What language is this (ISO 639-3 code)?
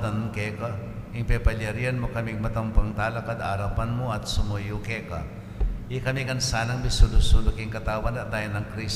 pam